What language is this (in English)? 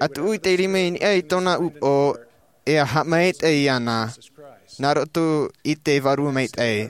Tahitian